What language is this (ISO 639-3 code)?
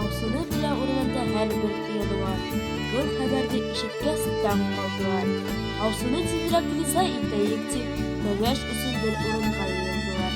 bak